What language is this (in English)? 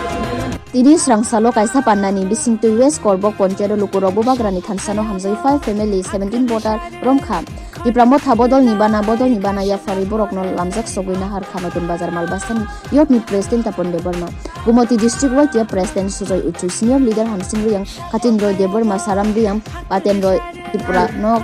Kok Borok